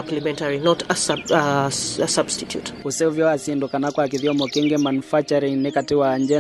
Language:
Kamba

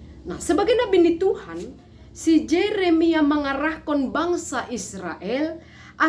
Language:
Batak Simalungun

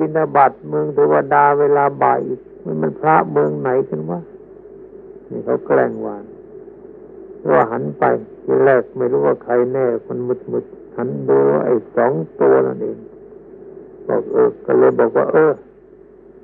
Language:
Thai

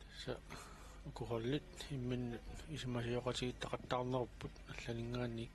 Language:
Kalaallisut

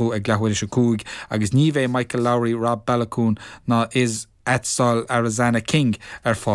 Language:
Irish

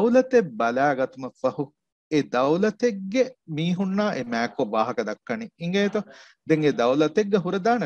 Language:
Divehi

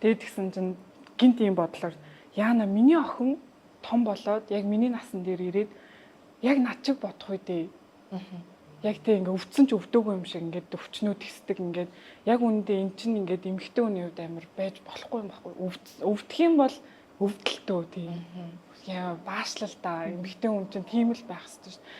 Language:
Mongolian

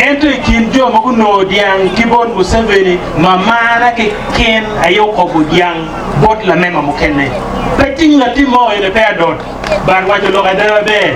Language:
Acoli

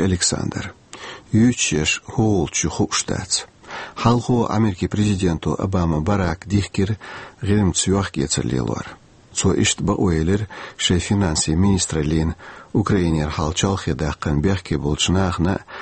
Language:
Chechen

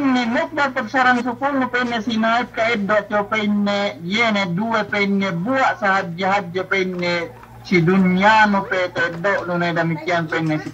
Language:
Yakan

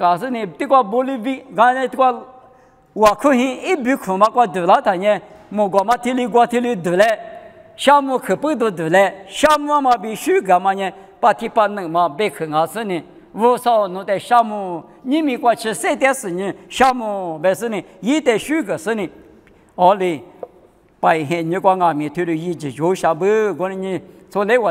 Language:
Lisu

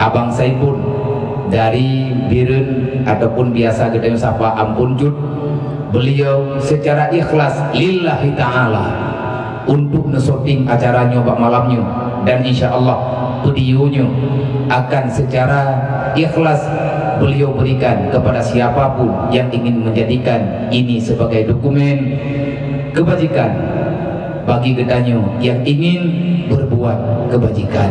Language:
Achinese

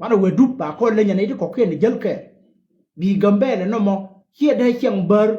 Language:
Nuer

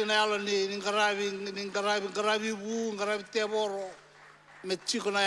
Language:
Fijian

